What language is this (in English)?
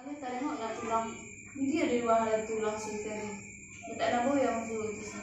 Batak Toba